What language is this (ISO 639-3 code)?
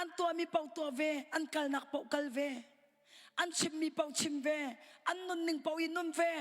cnh